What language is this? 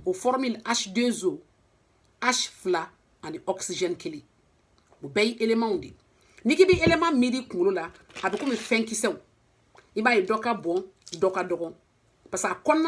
Bambara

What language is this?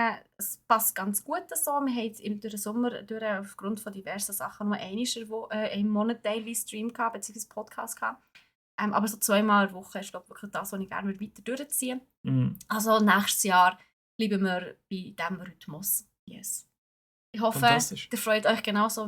Swiss German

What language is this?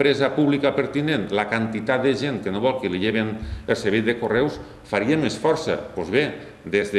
Catalan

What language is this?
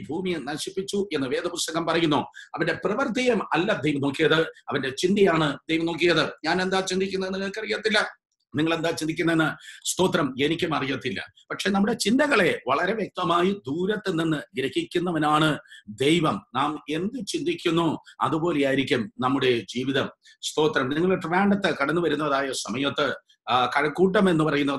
Malayalam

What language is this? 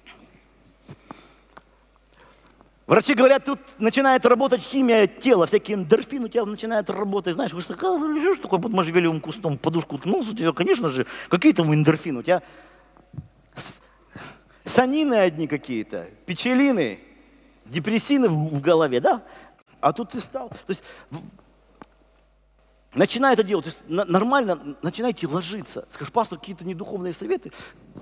Russian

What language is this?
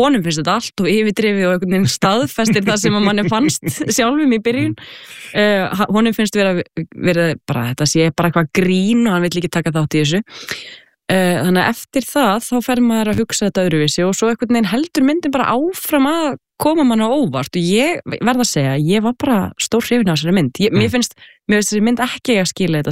Icelandic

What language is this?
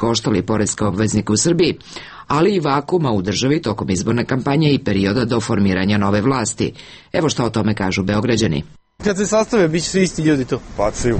Serbian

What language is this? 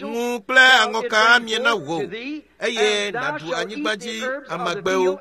Ewe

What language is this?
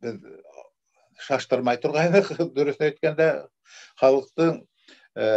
Bashkir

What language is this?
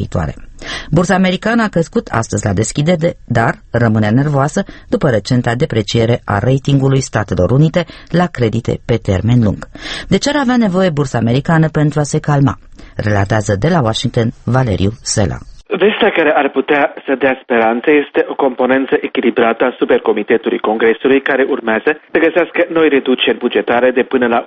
Romanian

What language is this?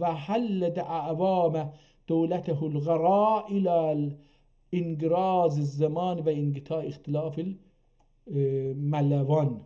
South Azerbaijani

